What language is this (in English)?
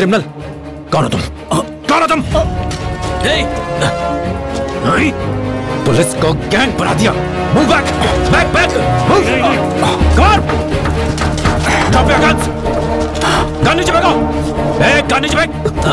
Hindi